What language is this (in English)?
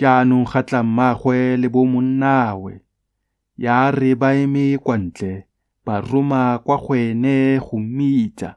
Tswana